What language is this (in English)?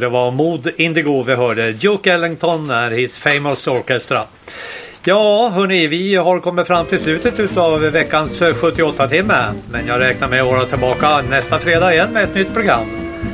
Swedish